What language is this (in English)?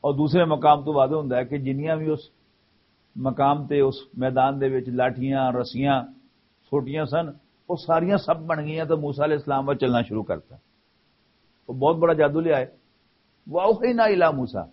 Western Panjabi